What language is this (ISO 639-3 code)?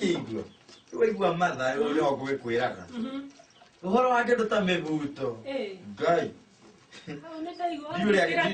kik